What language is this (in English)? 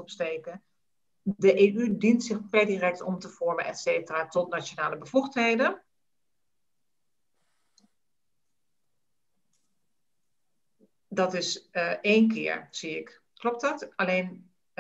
Dutch